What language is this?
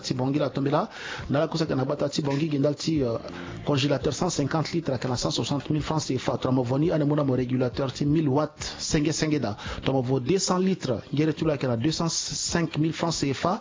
Sango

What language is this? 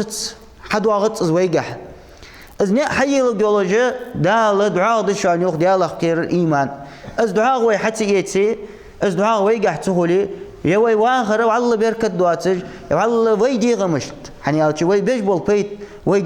Ingush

